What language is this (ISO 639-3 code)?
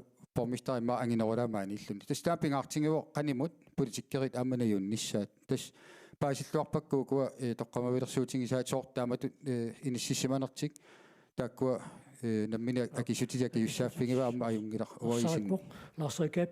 kal